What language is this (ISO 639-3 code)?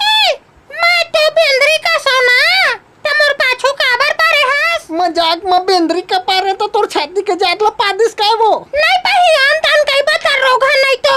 hne